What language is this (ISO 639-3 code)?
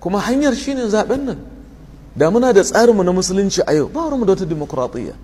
hau